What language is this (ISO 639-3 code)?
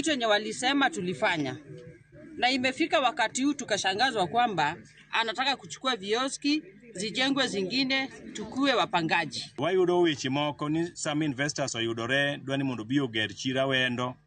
luo